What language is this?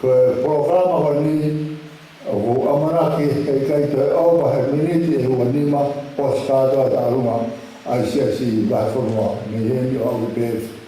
Tongan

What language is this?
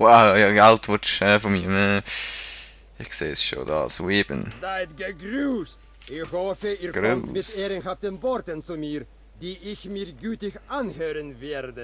Swiss German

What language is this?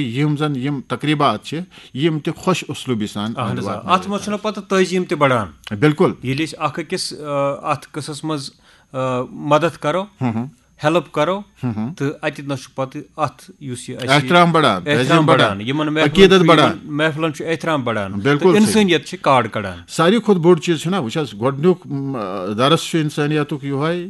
Kashmiri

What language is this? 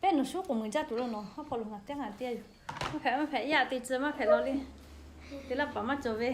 Lahu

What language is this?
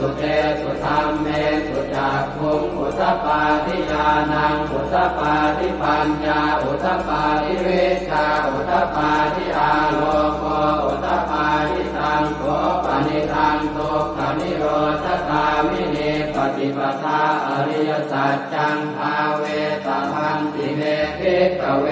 Pali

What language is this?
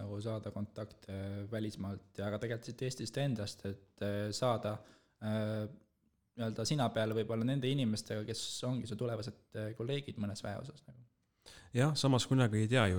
Estonian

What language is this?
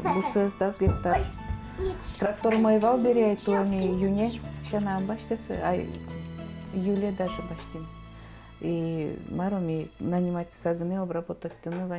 Udmurt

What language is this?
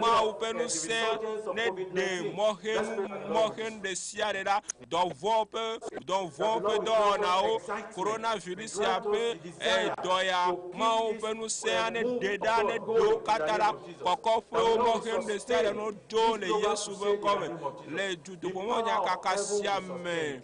Ewe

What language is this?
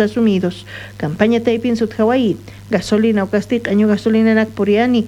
South Bolivian Quechua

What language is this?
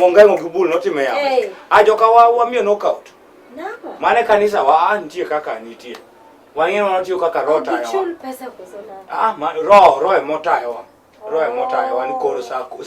Luo (Kenya and Tanzania)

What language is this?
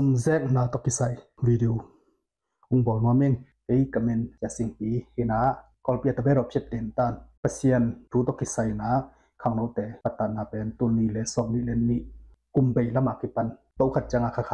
Tedim Chin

